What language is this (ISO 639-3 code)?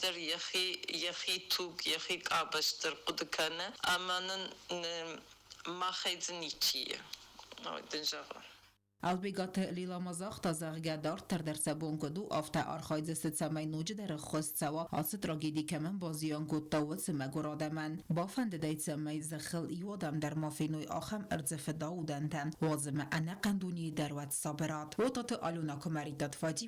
oss